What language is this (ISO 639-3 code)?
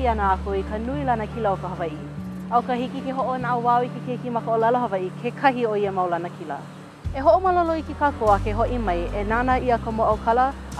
haw